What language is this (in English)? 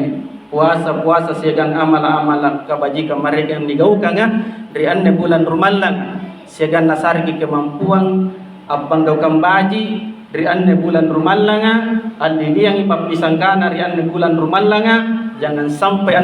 Makasar